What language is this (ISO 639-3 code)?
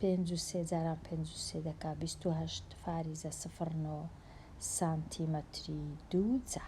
ckb